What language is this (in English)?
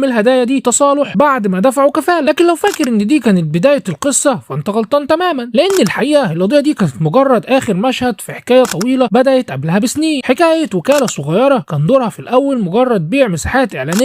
Egyptian Arabic